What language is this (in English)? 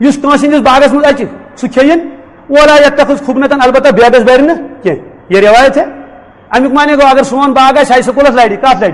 Kashmiri